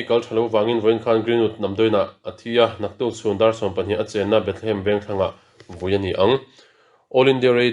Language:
Mizo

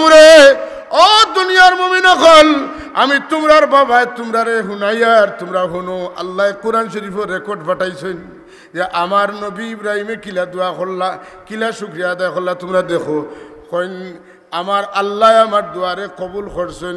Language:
Sylheti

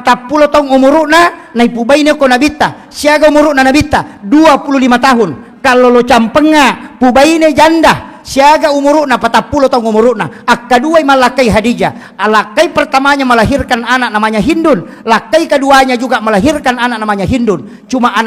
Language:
Buginese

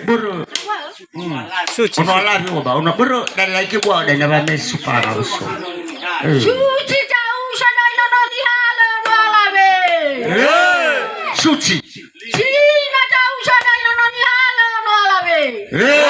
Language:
Nias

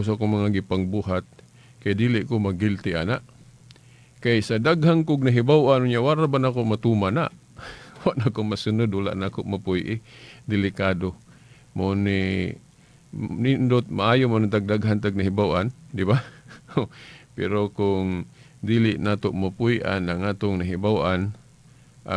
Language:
Cebuano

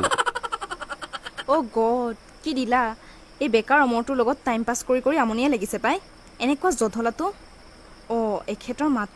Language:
Assamese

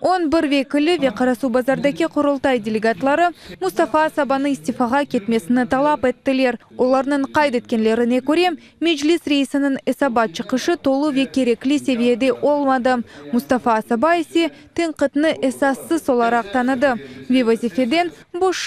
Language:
Crimean Tatar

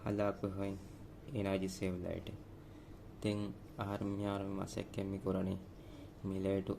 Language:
Divehi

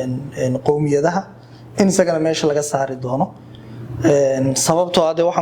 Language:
Somali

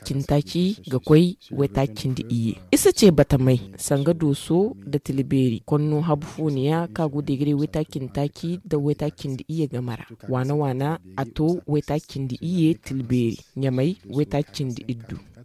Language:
Zarma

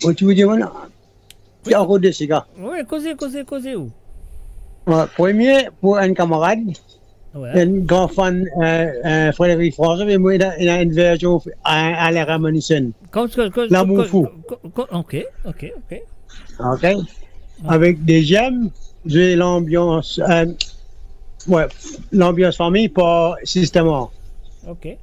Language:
Morisyen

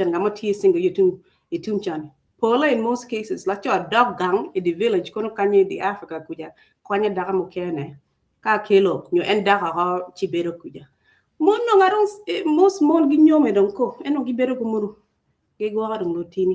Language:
Acoli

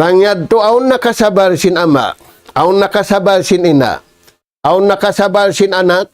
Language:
Tausug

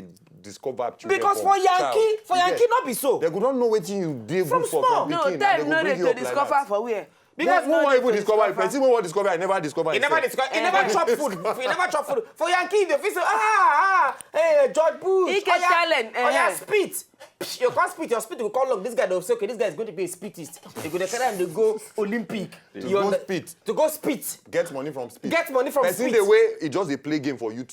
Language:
Nigerian Pidgin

